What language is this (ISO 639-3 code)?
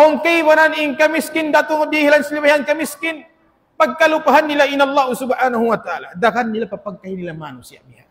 tsg